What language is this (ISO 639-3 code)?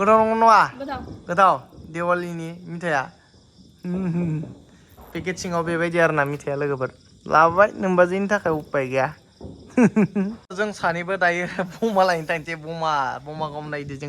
brx